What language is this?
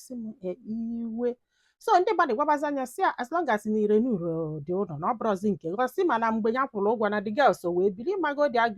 Igbo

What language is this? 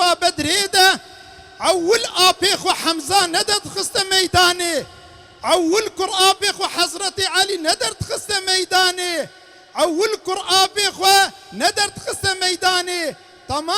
Kurdish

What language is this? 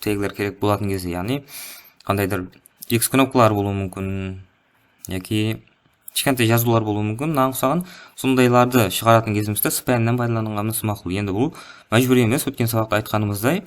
Kara-Kalpak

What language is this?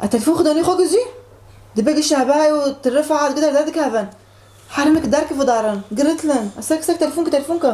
Kurdish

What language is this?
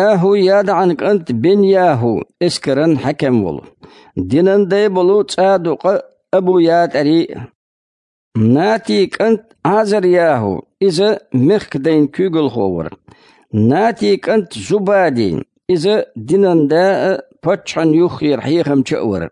Chechen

